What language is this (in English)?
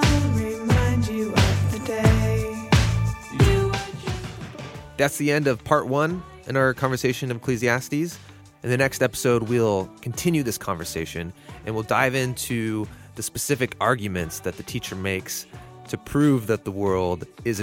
English